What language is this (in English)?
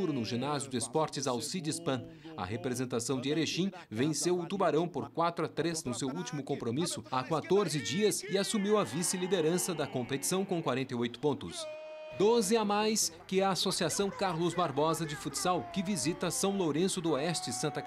Portuguese